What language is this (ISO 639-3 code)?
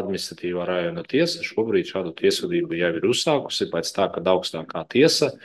lav